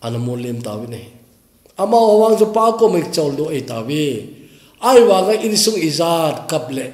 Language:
Thado Chin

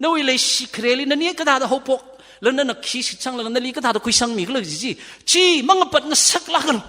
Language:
Tangkhul Naga (India)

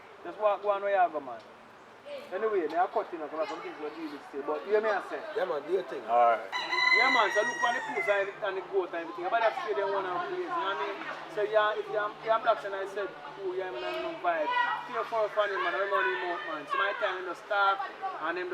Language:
Jamaican Creole English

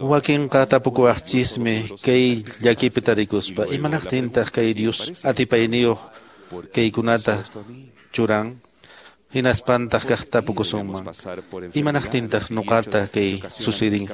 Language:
Quechua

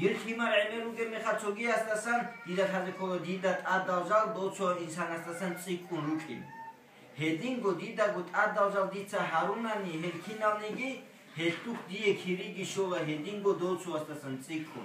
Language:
Avaric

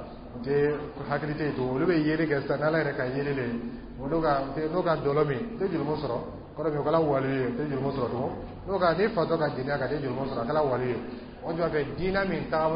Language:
Dyula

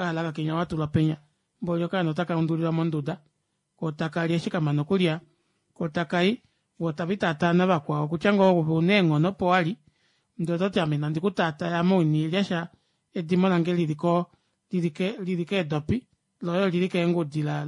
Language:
Kuanyama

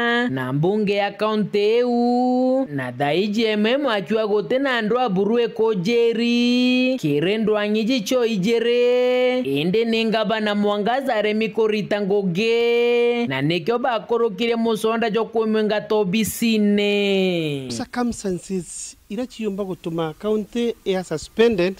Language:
Meru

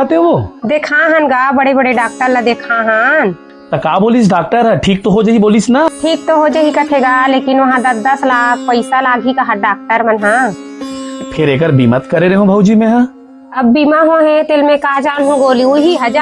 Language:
Chhattisgarhi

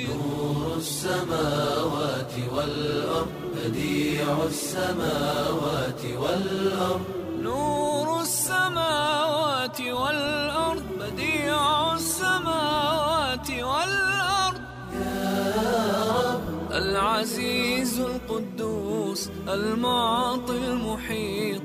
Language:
Bosnian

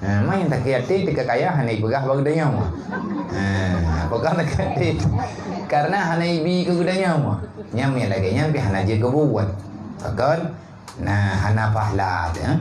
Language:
Achinese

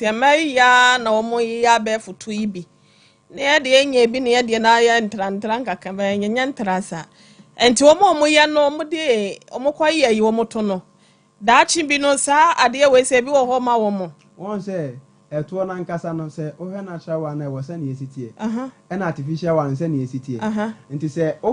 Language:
Akan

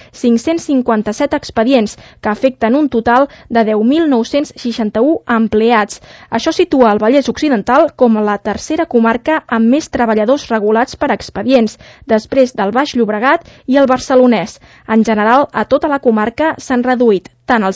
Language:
Catalan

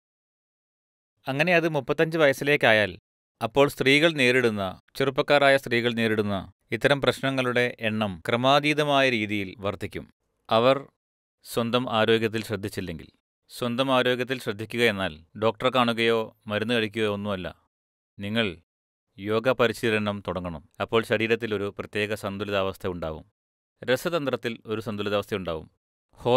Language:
Malayalam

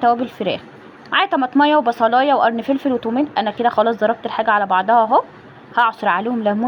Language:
Egyptian Arabic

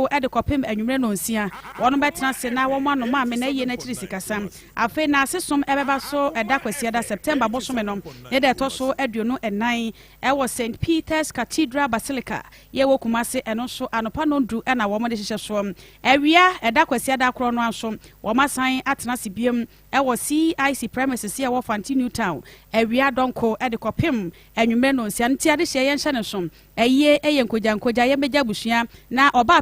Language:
Akan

